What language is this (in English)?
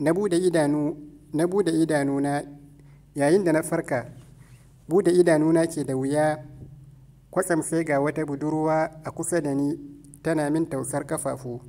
Hausa